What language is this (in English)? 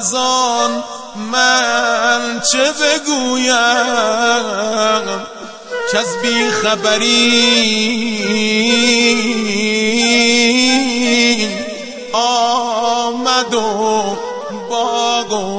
Persian